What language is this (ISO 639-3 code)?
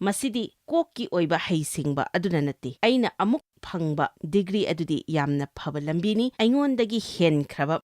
mni